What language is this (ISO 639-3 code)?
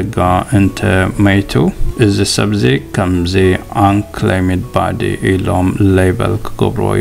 tir